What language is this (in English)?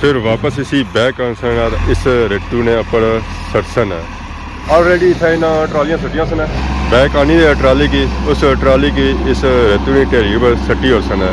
Pahari-Potwari